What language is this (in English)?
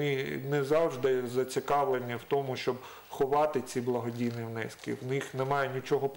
Ukrainian